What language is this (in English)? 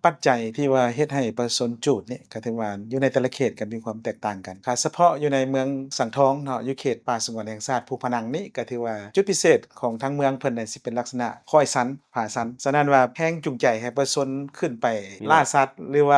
Lao